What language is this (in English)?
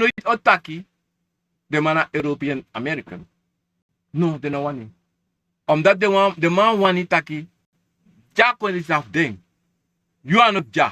Sranan Tongo